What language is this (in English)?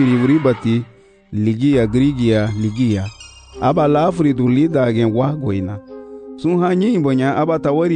Garifuna